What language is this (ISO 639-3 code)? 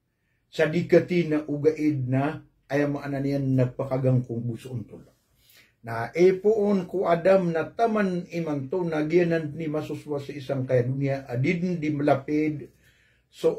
mrw